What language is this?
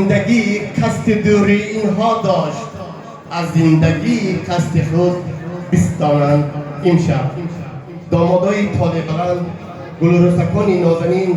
Tajik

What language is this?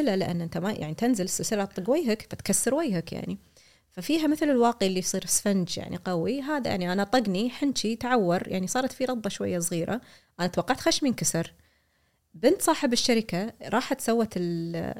Gulf Arabic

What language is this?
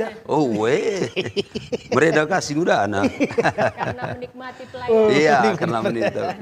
Batak Karo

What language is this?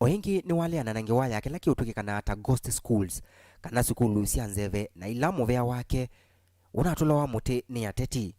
Kamba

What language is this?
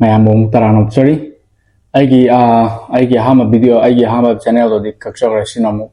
Manipuri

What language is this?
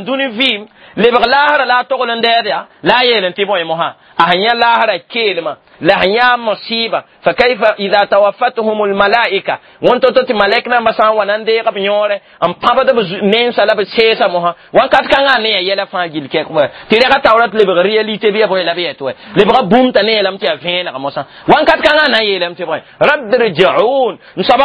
Mossi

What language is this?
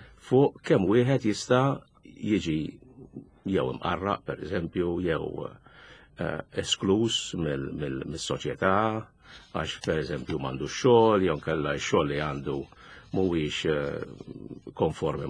Maltese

